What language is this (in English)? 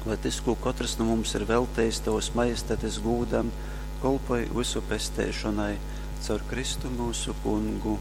Latgalian